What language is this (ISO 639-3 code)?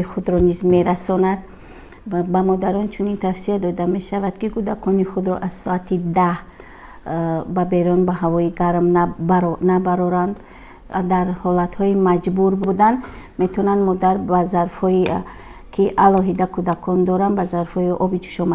tgk